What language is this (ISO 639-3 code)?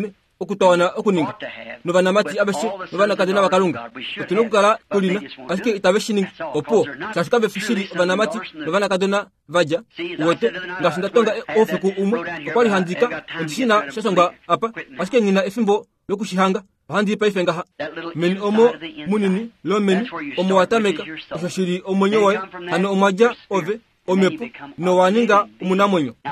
kua